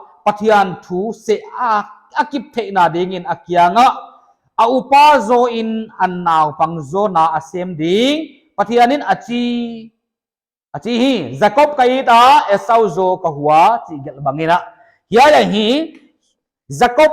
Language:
Paite Chin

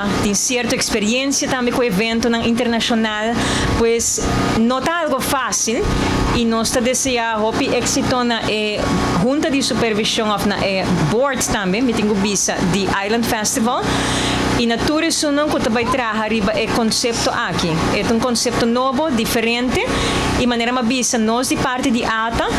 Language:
Papiamento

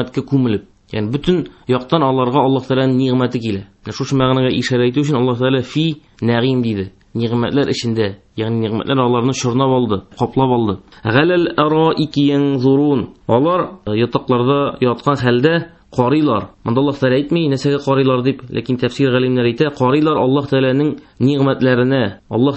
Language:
Tatar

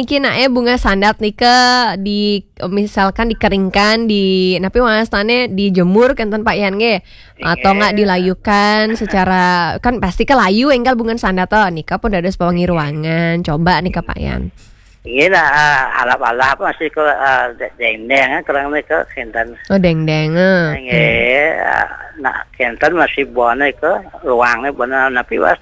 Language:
Balinese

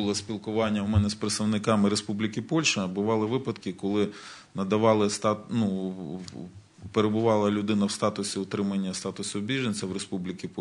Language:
Ukrainian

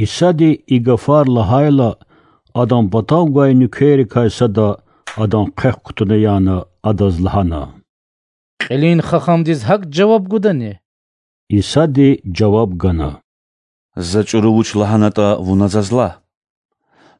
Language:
Lezghian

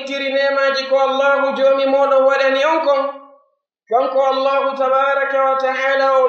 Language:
Pular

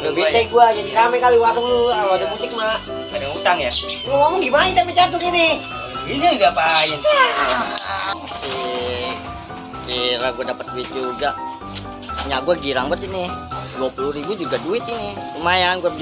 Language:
Betawi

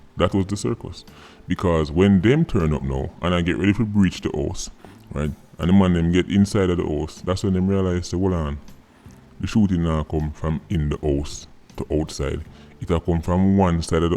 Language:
Jamaican Creole English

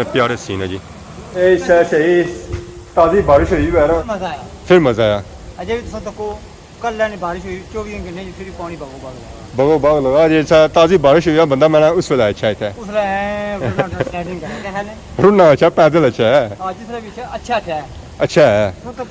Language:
Pahari-Potwari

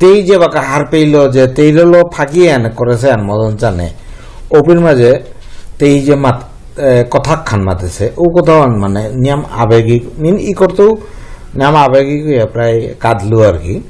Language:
Bishnupriya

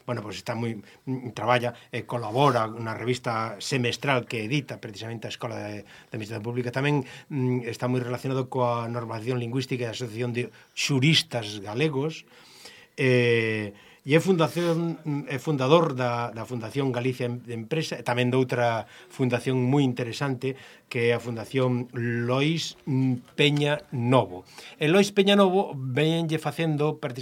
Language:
Galician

